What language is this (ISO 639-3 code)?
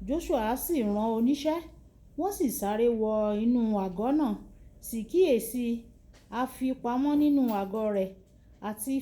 yor